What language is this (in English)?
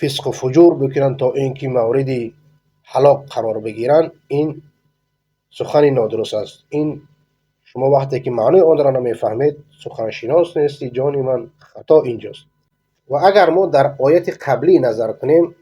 Persian